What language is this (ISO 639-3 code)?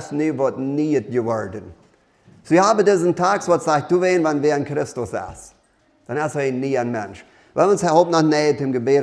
pdt